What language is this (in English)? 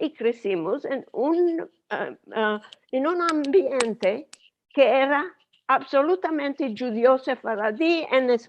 Ladino